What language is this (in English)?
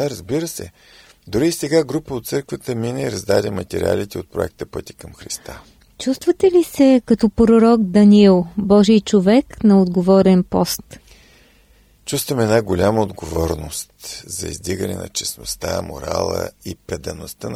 Bulgarian